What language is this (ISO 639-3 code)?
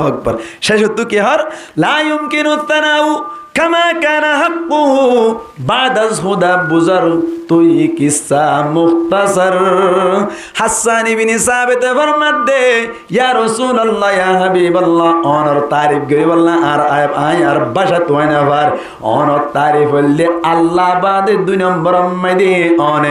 rhg